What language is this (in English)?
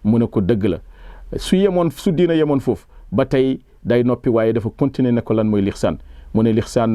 Wolof